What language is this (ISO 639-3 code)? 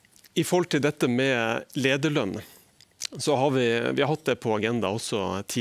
nor